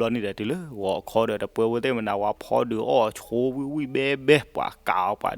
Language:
S'gaw Karen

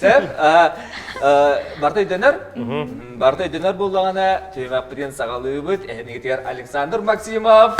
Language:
Yakut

